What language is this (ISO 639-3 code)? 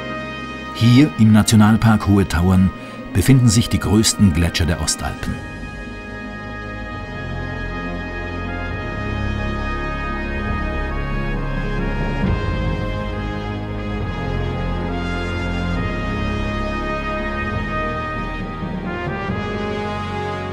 deu